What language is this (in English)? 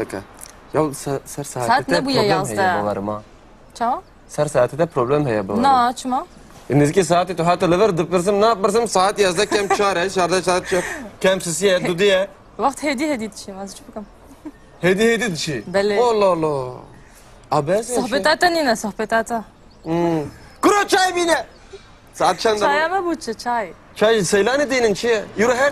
Kurdish